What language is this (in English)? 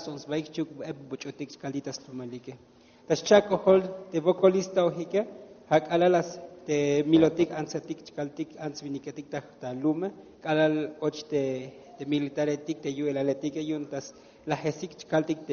Tzeltal